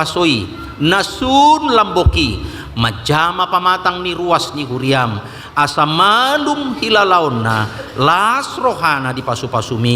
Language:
Batak Toba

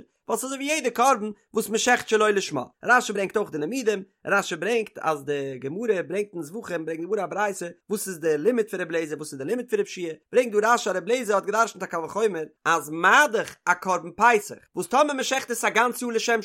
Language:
Yiddish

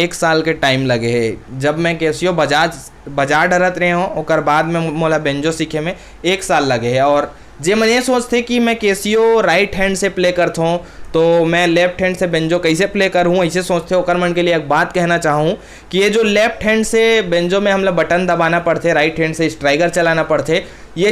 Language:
Chhattisgarhi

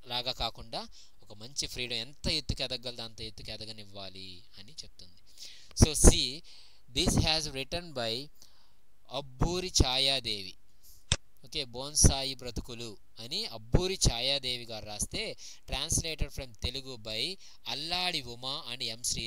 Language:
Telugu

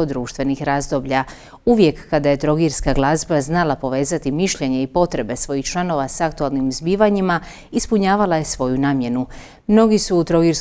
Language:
Croatian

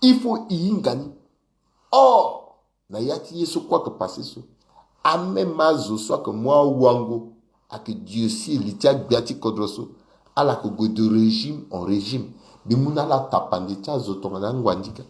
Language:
Sango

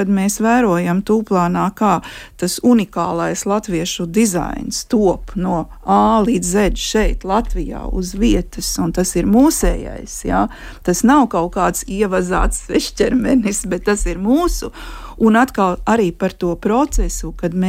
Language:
Latvian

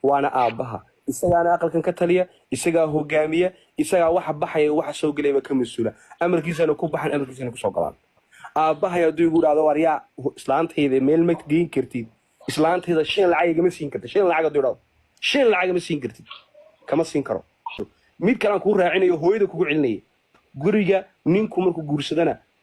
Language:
Somali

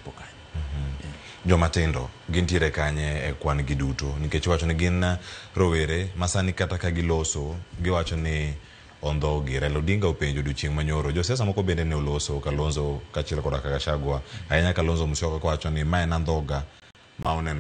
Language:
Luo (Kenya and Tanzania)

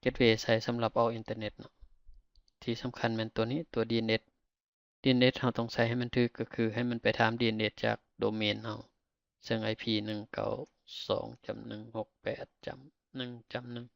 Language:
Lao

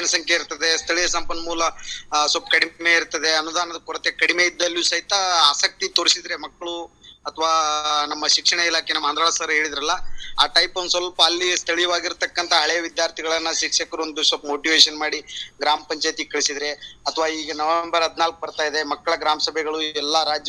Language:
Kannada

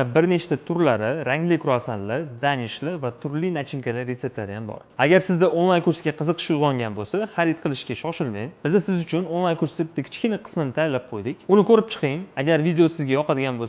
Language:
Uzbek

